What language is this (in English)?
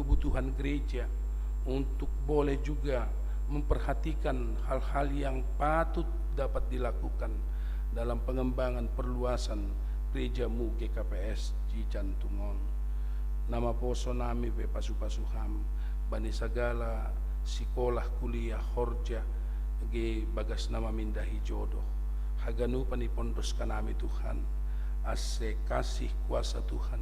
Batak Simalungun